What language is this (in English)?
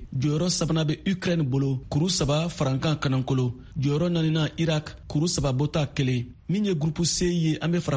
Bambara